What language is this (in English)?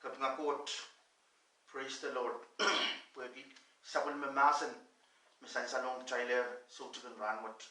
Pohnpeian